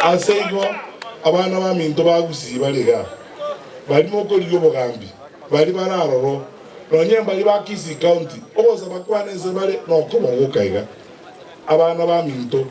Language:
Gusii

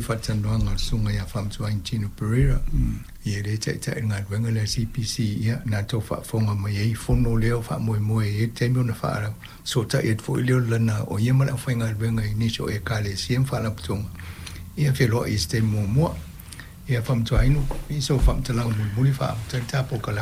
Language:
Samoan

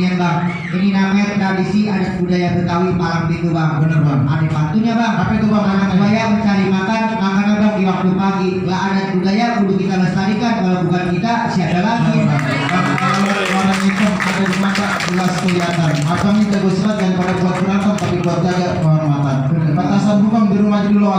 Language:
Betawi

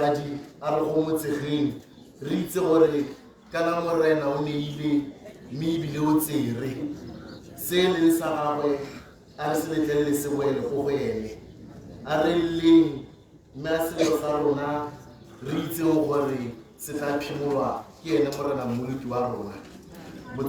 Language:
Tswana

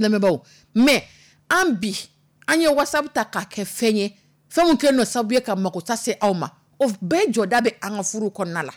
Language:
Dyula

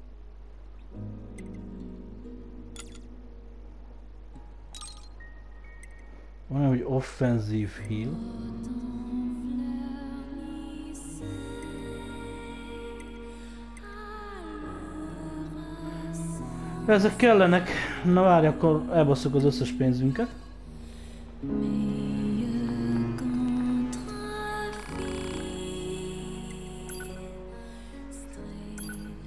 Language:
Hungarian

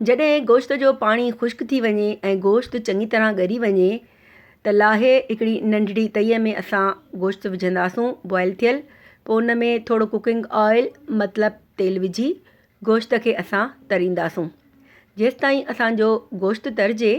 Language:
Sindhi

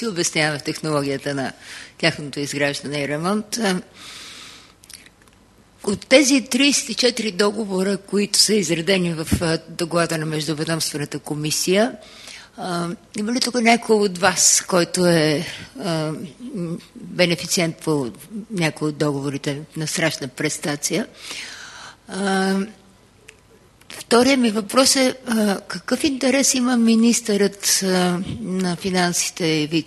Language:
Bulgarian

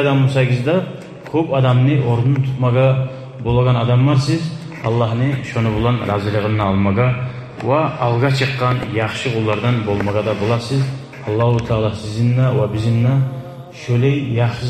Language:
Kumyk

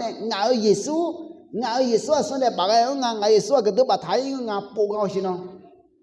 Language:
Akha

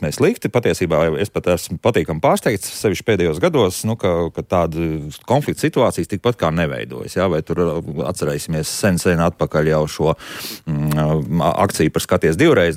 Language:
Latvian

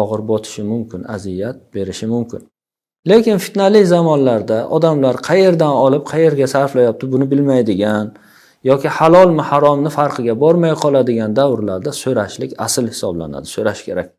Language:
Uzbek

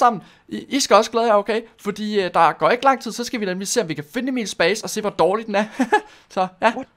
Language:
Danish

